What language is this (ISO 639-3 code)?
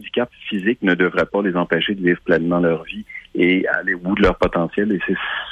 fra